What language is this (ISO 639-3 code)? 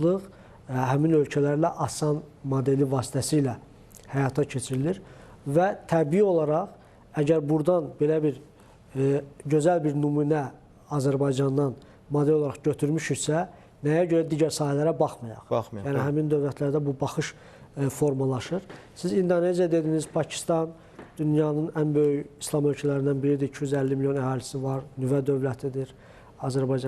aze